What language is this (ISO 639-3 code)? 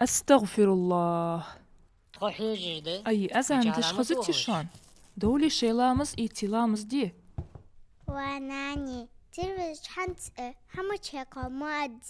inh